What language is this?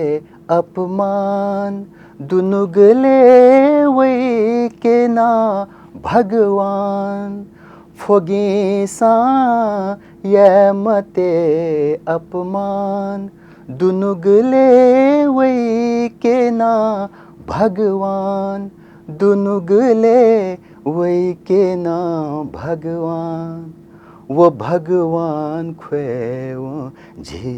Newari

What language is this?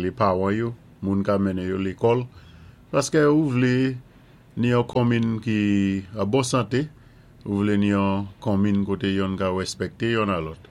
Saint Lucian Creole French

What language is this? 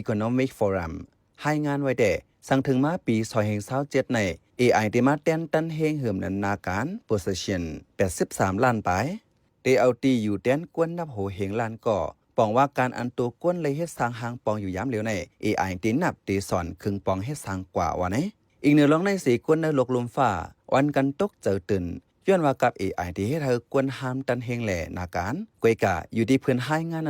Shan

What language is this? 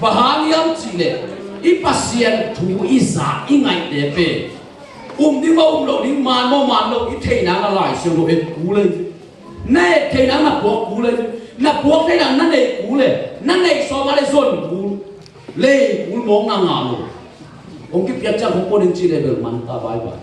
Tedim Chin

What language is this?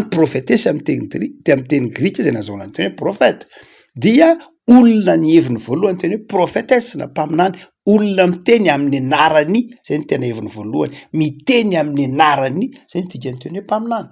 Malagasy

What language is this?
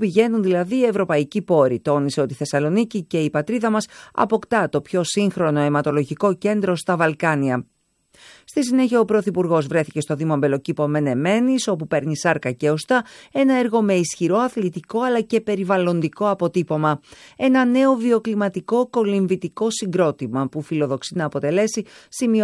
Greek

